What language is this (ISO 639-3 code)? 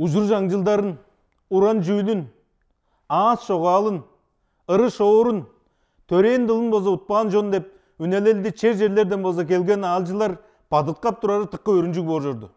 tyv